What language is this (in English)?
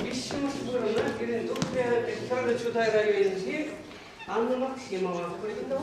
Chuvash